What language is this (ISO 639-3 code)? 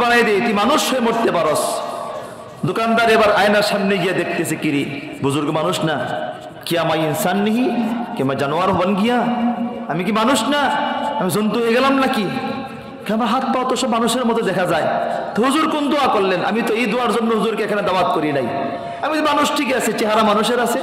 ben